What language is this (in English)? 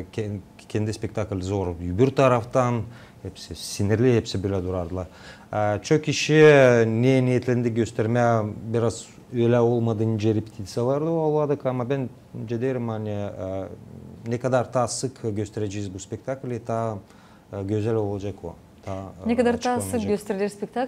Gagauz